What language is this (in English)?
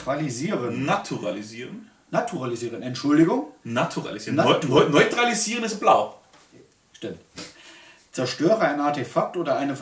German